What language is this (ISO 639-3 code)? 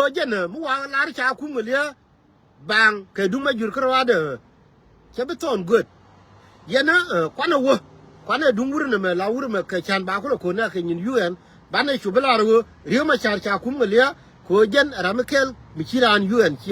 nus